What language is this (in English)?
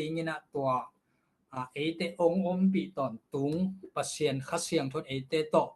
Tedim Chin